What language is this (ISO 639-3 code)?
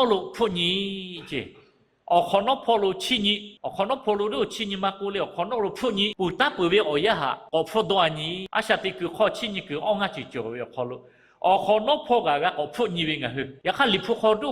lhu